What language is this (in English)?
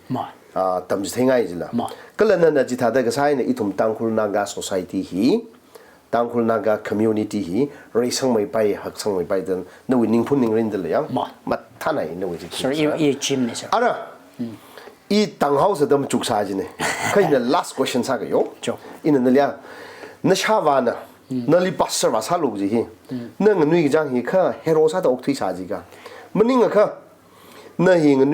Tangkhul Naga (India)